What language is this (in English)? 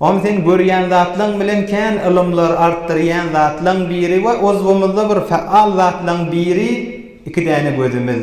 Turkmen